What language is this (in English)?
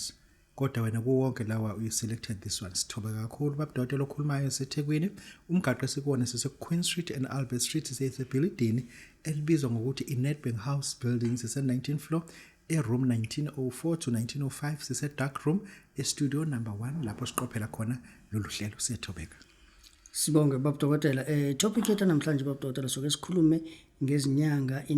Zulu